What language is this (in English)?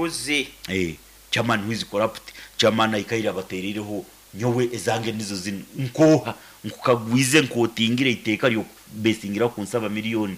Nyoro